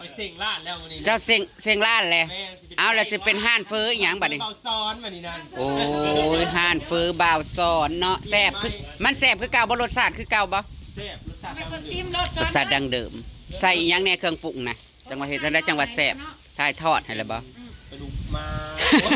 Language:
Northeastern Thai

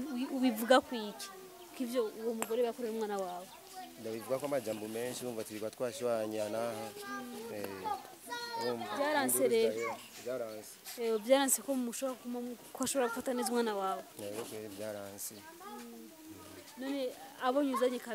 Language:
Rundi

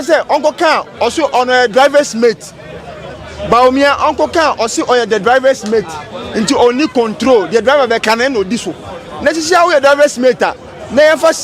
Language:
Akan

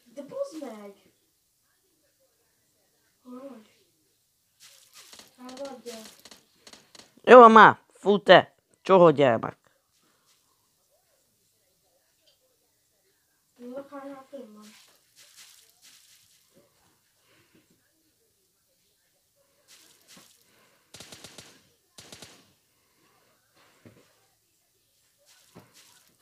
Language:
Hungarian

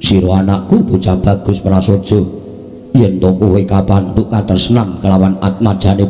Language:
Javanese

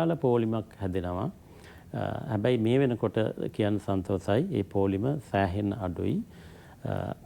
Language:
Sinhala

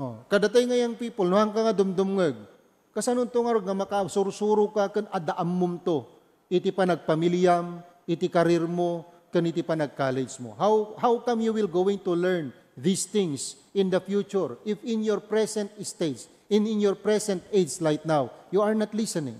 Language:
Iloko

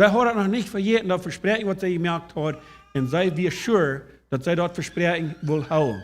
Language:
Plautdietsch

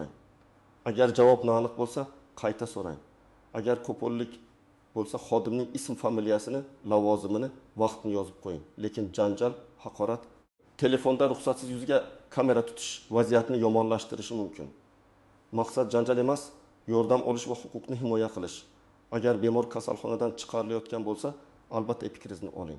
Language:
Uzbek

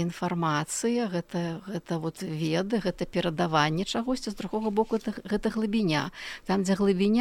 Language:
Belarusian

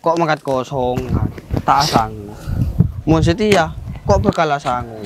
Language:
Madurese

